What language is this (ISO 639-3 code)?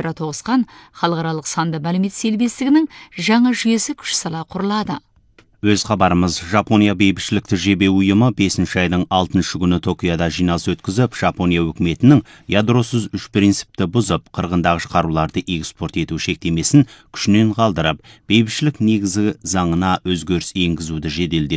kaz